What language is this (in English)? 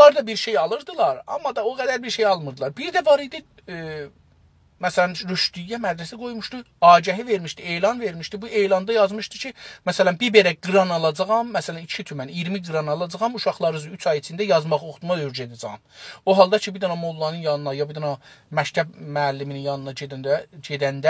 South Azerbaijani